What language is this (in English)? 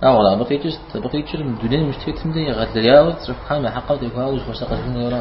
Kabardian